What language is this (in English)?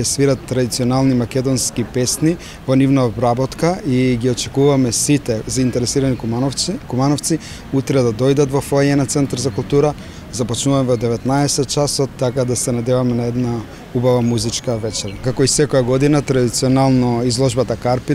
Macedonian